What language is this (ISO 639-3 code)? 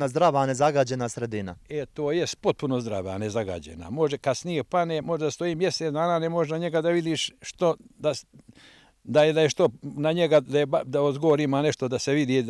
hrv